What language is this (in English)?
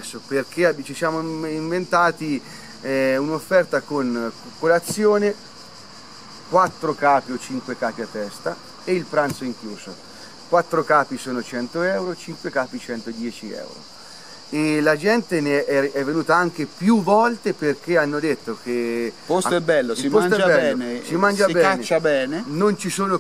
Italian